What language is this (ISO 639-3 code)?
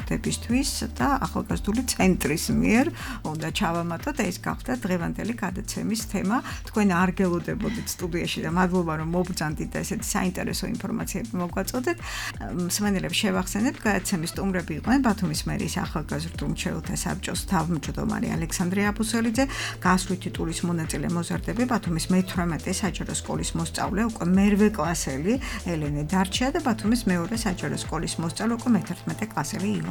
kat